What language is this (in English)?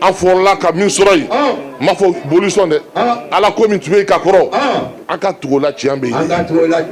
Bambara